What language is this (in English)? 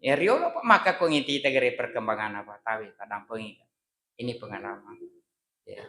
Buginese